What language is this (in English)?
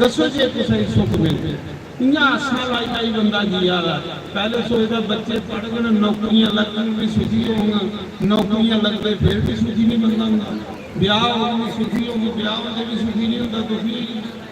Dogri